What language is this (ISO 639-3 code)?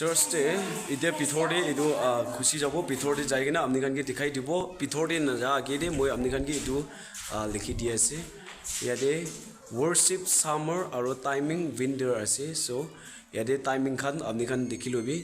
nag